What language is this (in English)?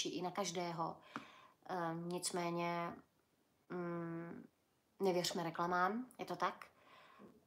Czech